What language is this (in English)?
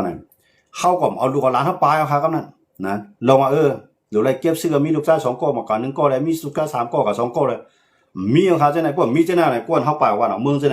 Shan